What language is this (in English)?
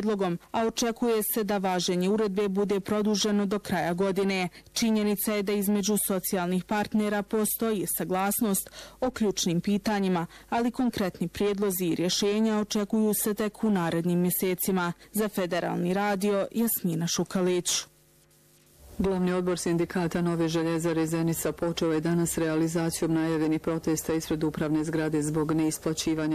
Bosnian